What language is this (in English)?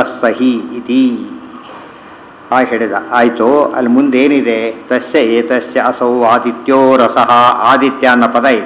Kannada